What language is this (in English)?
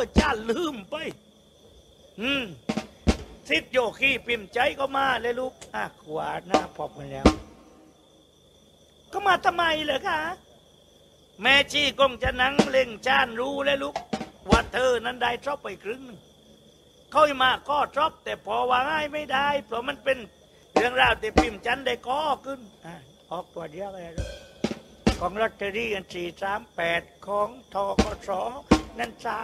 Thai